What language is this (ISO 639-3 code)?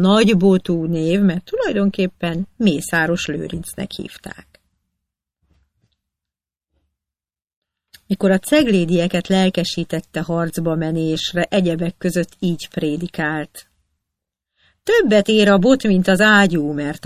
hun